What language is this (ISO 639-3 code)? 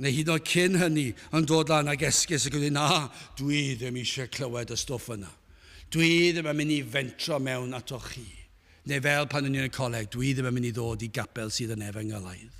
cym